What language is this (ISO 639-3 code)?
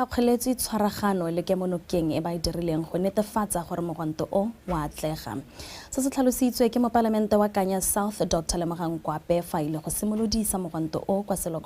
tsn